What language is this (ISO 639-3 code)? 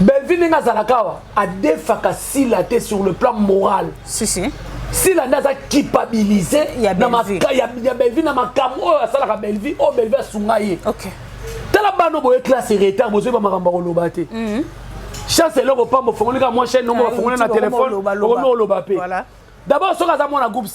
lin